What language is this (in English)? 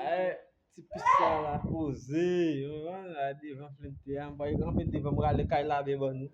Haitian Creole